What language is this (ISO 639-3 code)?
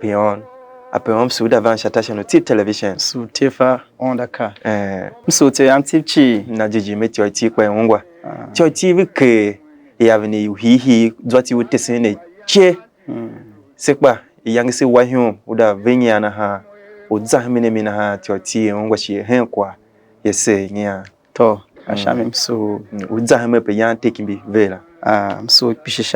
tiv